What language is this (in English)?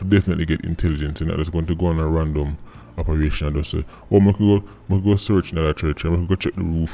Jamaican Creole English